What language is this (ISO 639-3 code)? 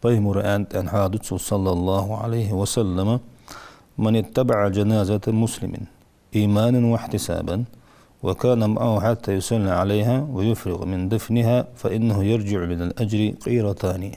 inh